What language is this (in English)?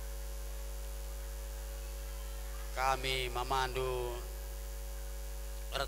Batak Karo